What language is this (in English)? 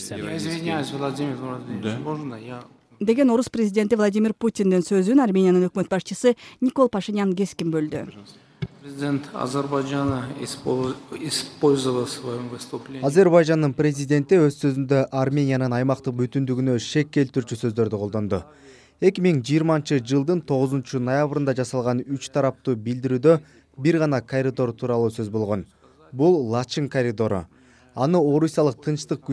Kyrgyz